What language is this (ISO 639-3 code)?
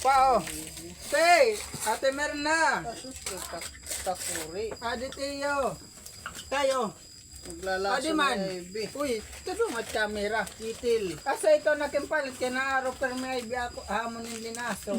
war